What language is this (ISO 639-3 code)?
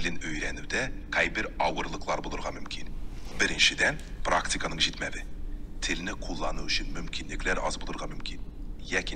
tat